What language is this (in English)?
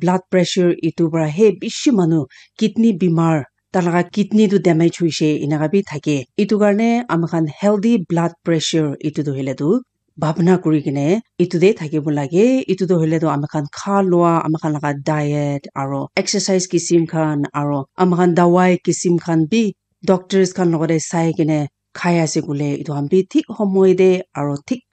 Naga Pidgin